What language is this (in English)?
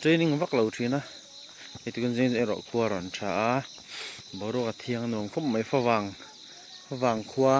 Mizo